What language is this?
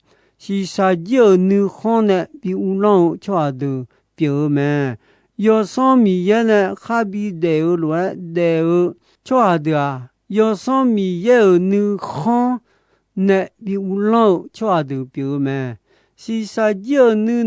Akha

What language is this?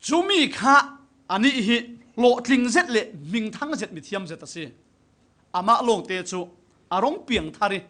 Falam Chin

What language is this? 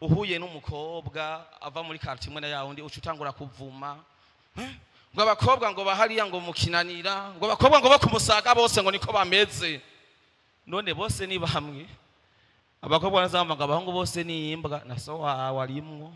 Rundi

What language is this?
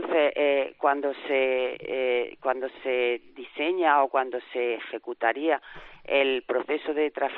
Spanish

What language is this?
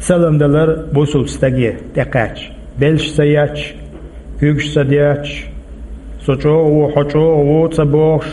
Chechen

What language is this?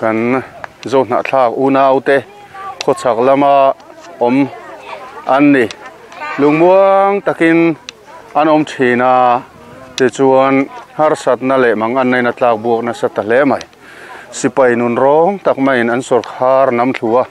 Mizo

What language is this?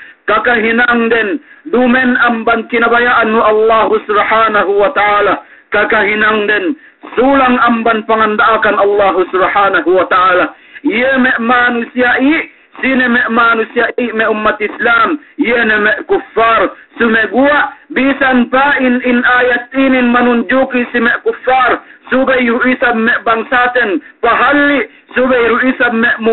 Yakan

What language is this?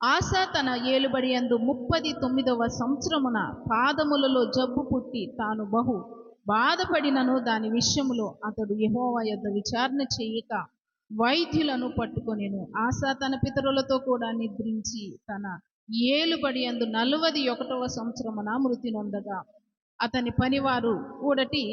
Koya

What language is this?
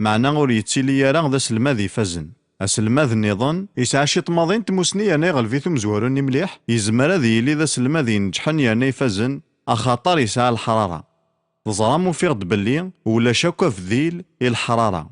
Kabyle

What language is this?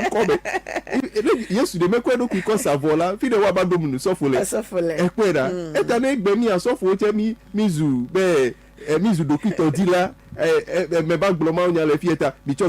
Ewe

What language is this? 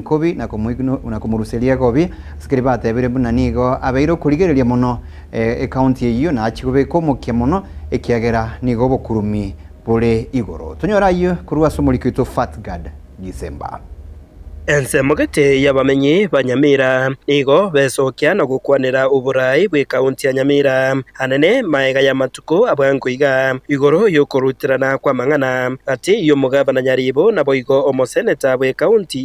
Gusii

